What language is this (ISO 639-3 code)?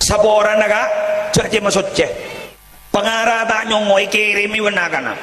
mad